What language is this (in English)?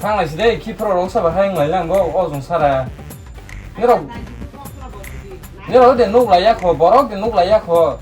Kok Borok